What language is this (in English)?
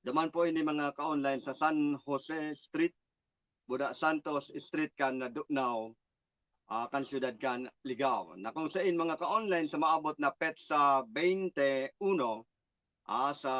Bikol